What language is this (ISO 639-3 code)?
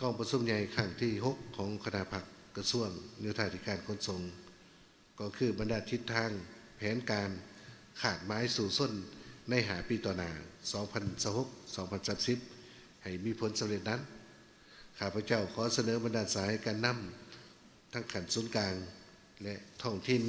lao